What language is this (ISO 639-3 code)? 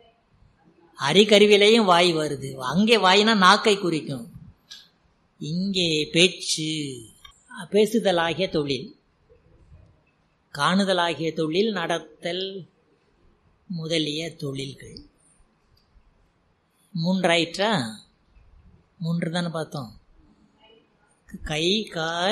tam